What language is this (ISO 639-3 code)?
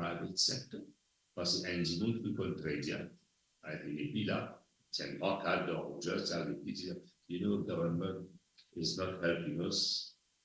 mfe